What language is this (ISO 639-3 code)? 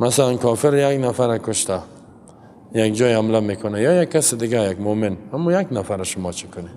fas